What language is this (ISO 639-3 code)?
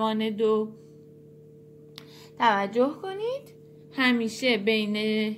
fas